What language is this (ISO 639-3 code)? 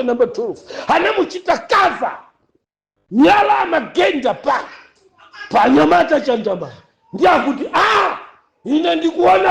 nya